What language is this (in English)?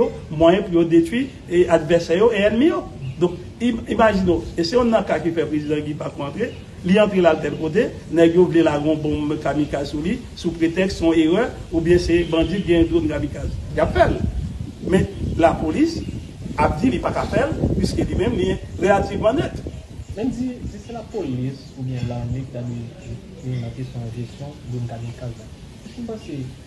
Haitian Creole